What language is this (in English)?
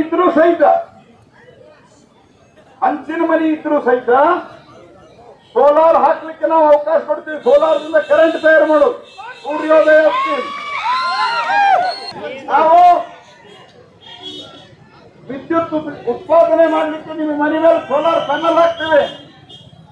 Kannada